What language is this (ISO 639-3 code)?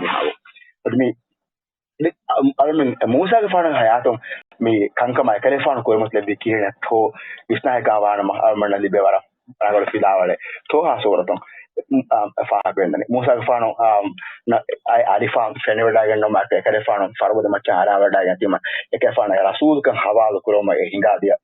div